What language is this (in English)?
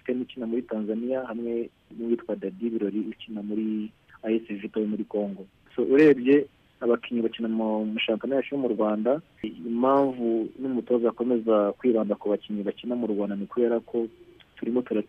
Kinyarwanda